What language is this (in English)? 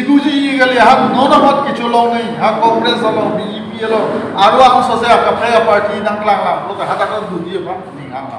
Karbi